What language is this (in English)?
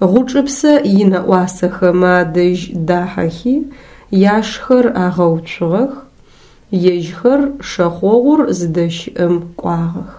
Adyghe